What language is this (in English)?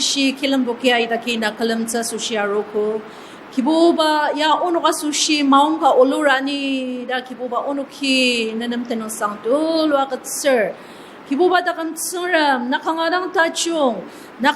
Ao Naga